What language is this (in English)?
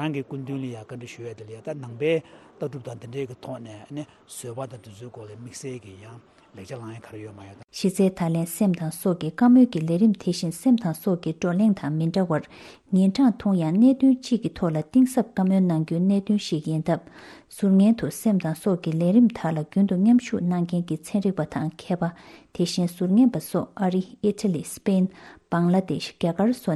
Tibetan